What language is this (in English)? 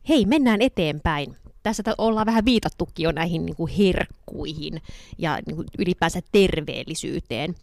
Finnish